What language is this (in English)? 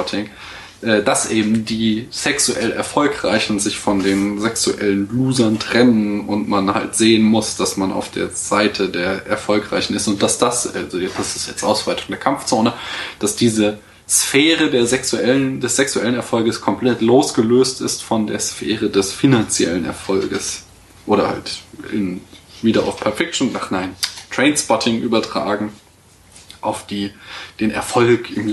German